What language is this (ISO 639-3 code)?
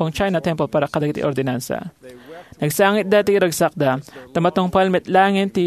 ilo